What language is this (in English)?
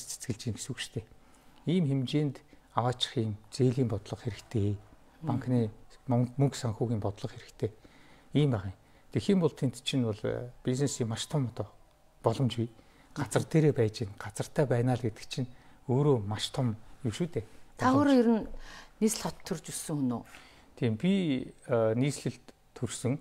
Mongolian